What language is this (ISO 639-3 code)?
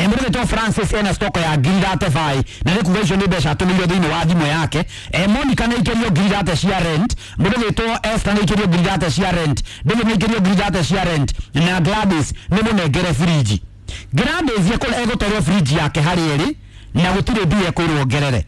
kik